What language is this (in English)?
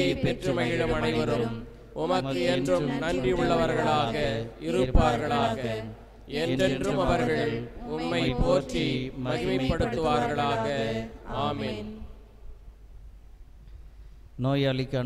Tamil